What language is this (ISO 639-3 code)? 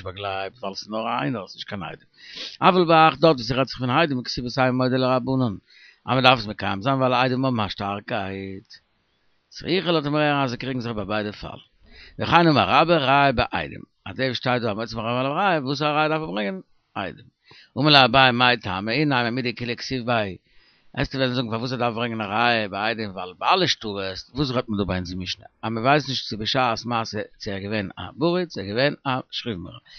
yid